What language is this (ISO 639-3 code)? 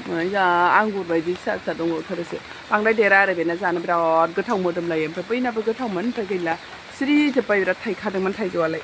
brx